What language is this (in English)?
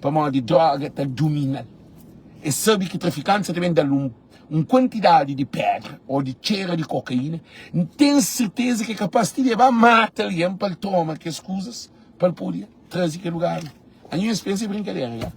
Kabuverdianu